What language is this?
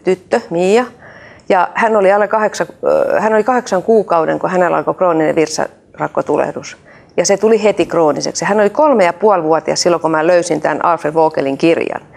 Finnish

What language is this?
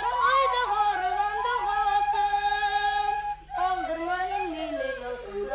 Bashkir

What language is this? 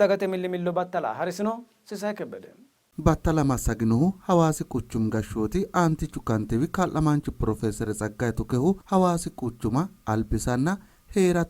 Sidamo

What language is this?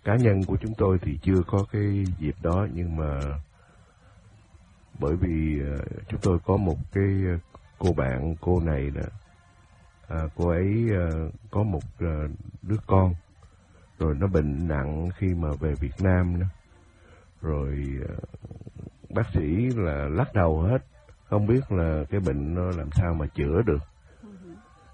Vietnamese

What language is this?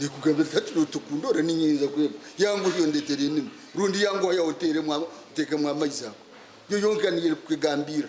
Nyankole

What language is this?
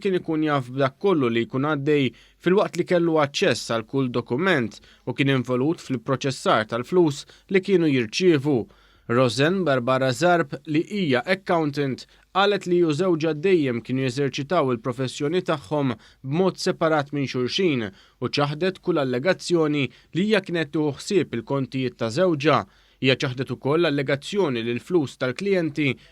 Maltese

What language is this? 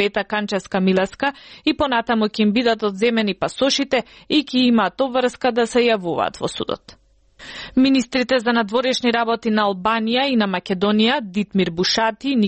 Macedonian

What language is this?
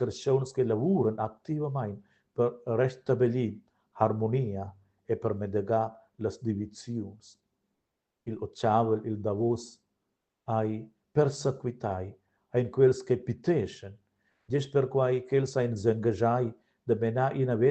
Romansh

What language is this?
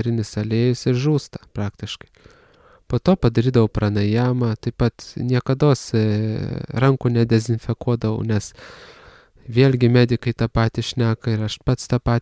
Lithuanian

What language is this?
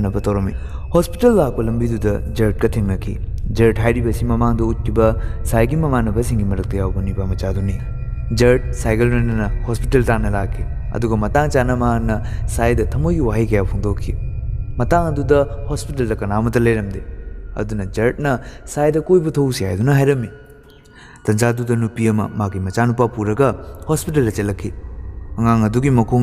Manipuri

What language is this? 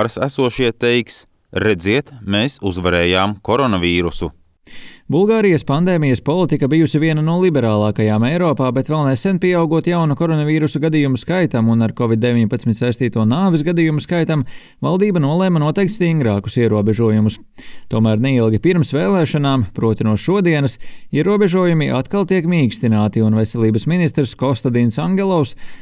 Latvian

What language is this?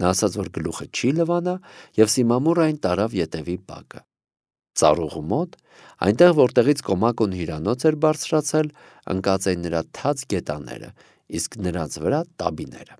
Armenian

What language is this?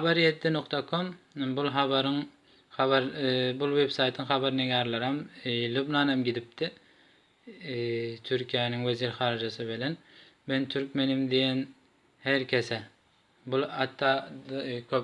Turkmen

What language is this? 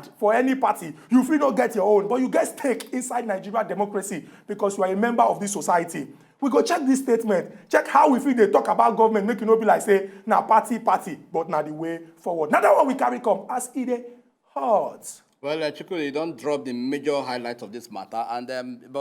Nigerian Pidgin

